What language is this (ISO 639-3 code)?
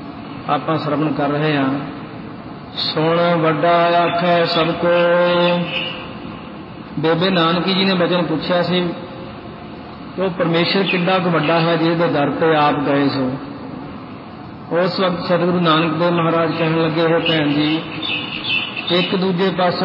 pan